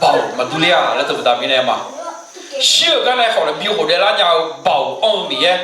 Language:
Akha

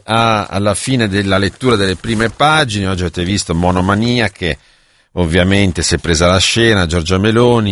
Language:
Italian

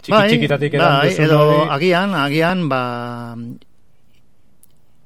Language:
Basque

